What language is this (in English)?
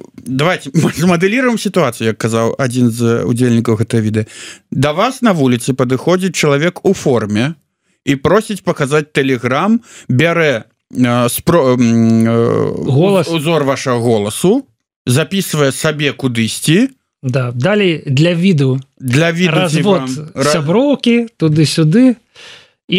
Belarusian